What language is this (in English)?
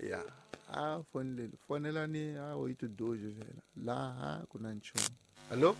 Tsonga